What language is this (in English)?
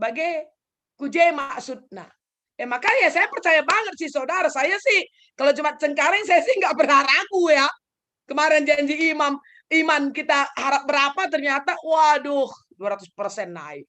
Batak Karo